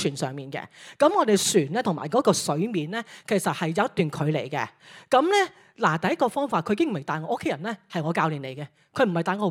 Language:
Cantonese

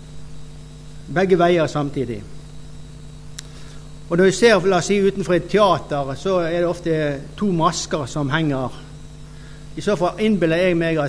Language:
Norwegian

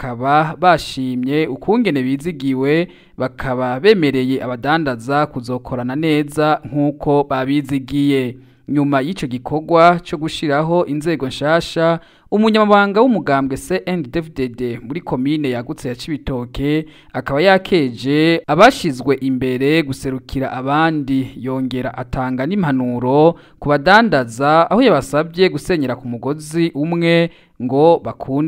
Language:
Rundi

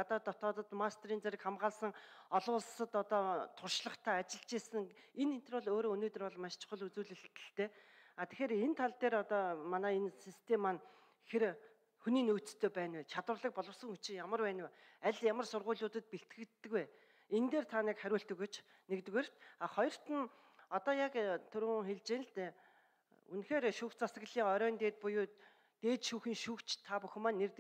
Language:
Mongolian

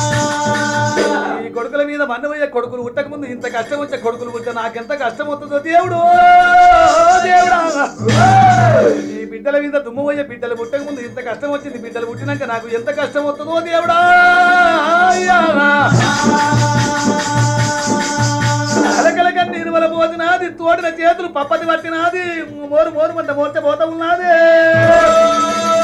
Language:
Telugu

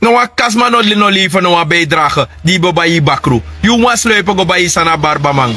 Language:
Sranan Tongo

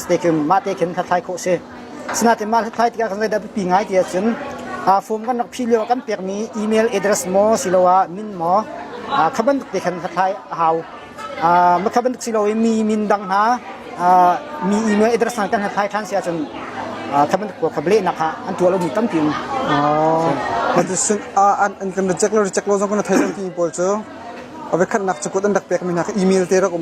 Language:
Hakha Chin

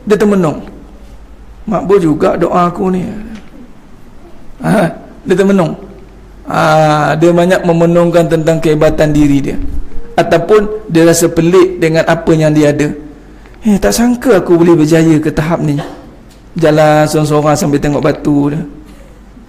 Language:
Malay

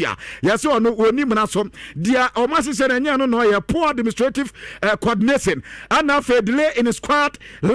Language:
Akan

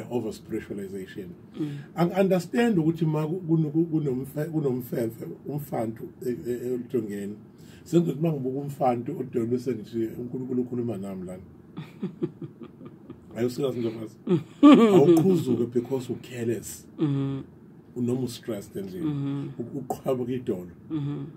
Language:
Zulu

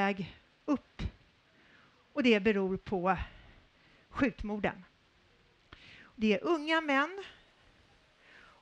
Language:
Swedish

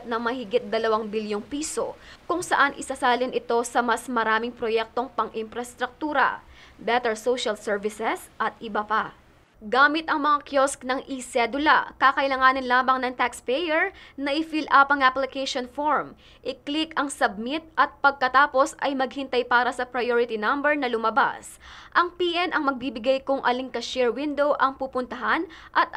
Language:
Filipino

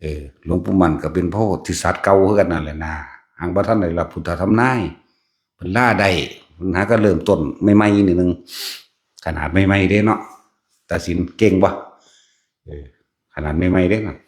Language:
Northeastern Thai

